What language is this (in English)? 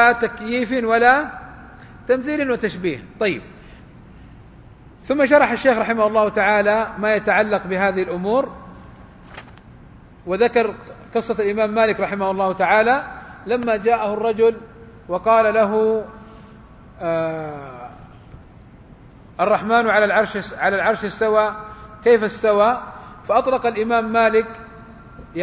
Arabic